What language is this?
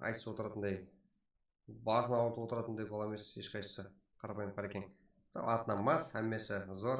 Kara-Kalpak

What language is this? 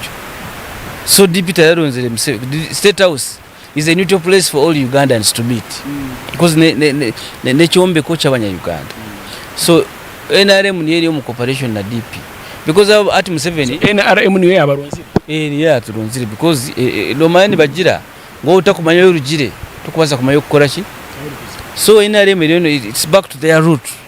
Nyankole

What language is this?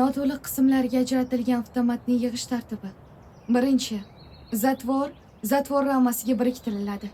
Uzbek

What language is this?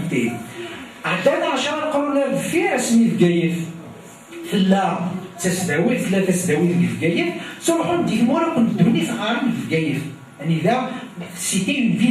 Kabyle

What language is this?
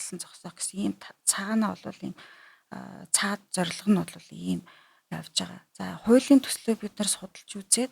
Mongolian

